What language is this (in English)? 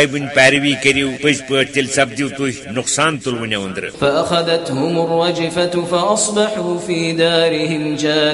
Kashmiri